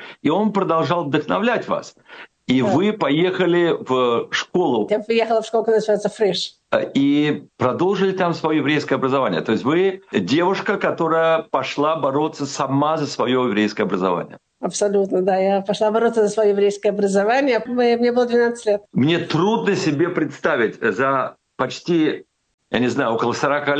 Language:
Russian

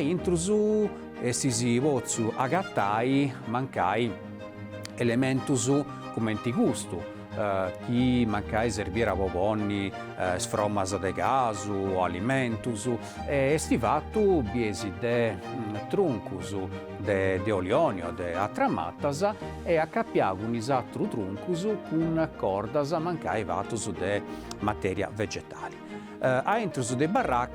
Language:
Sardinian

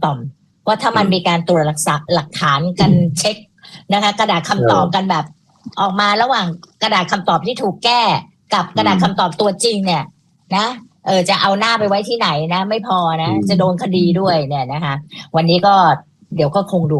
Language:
Thai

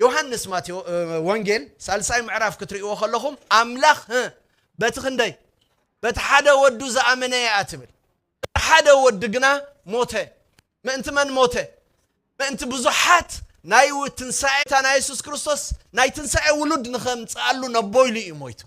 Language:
Tigrinya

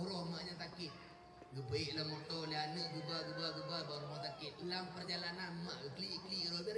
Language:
Achinese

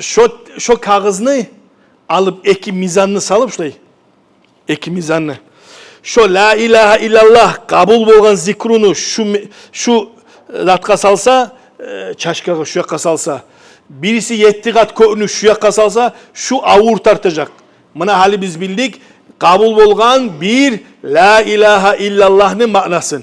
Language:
Kumyk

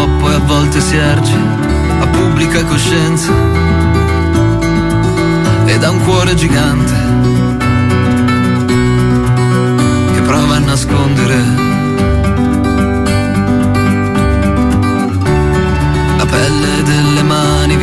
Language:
Italian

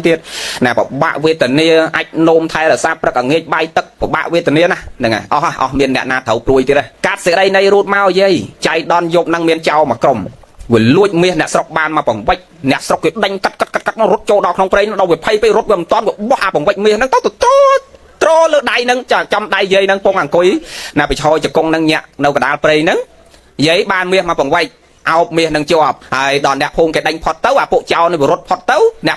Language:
Khmer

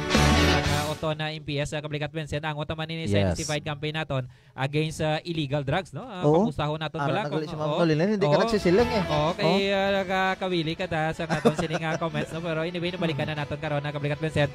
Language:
Hiligaynon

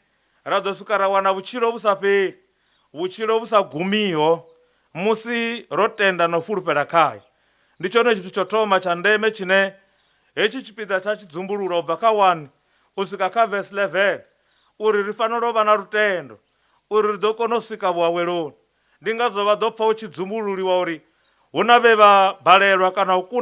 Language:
Venda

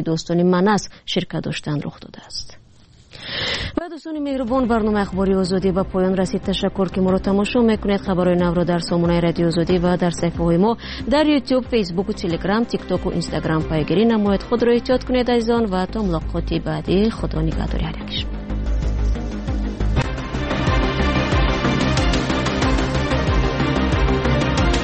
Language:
Persian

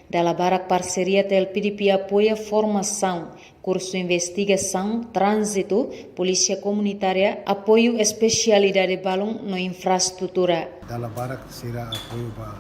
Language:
Tetum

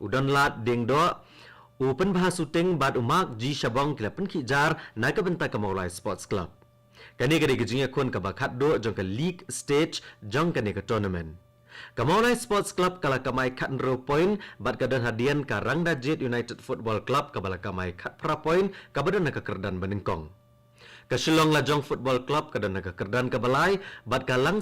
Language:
Khasi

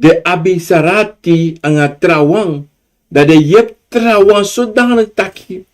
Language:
Sranan Tongo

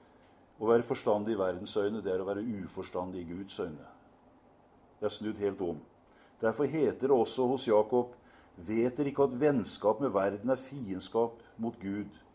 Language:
Norwegian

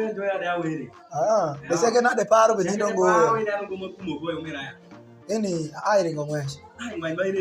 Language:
Alur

